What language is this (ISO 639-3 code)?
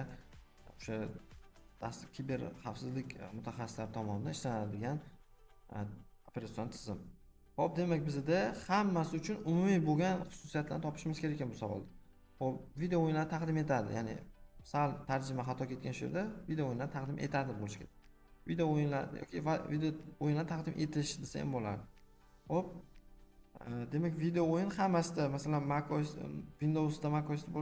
uzb